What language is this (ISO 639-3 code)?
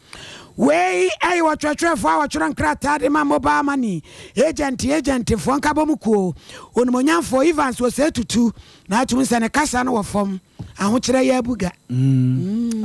aka